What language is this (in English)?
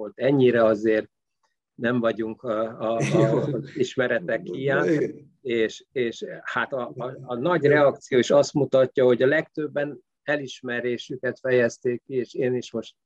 Hungarian